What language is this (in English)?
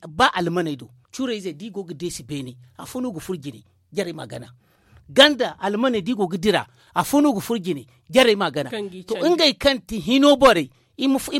Zarma